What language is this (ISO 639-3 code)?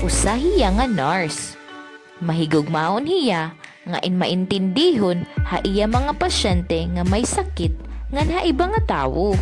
war